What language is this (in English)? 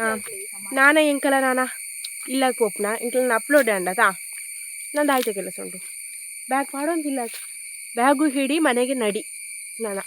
Tulu